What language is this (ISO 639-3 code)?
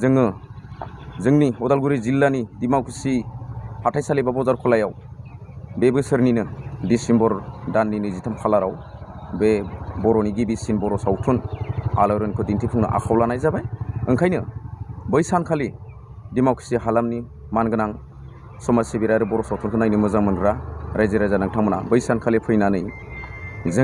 brx